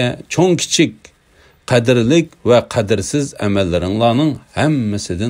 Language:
Uyghur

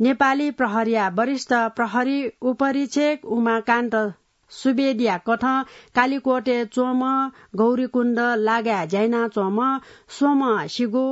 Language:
Newari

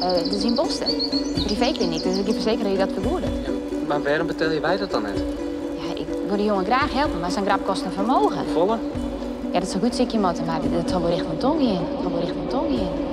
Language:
Western Frisian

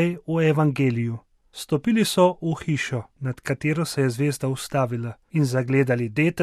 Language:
Slovenian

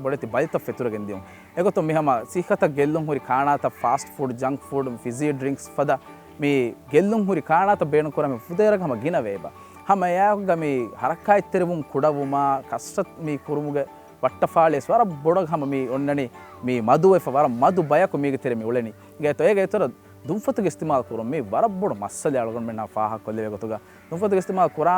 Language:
Divehi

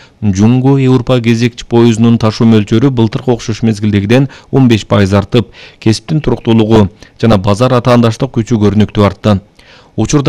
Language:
Kyrgyz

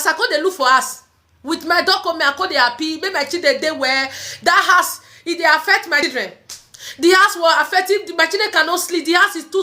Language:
Nigerian Pidgin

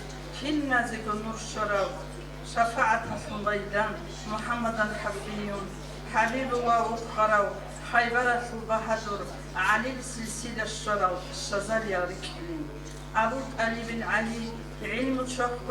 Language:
Avaric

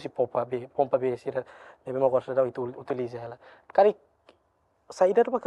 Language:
Tetum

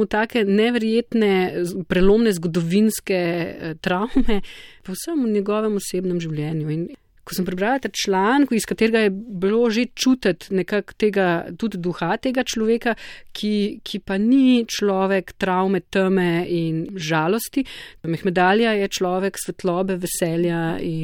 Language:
Slovenian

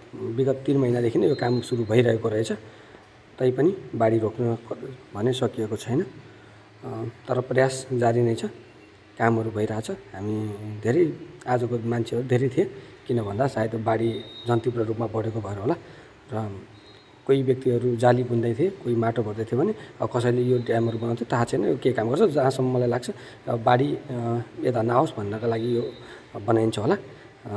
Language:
Nepali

